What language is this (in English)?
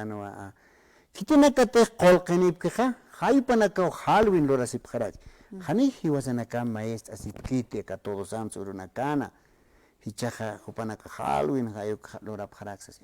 Aymara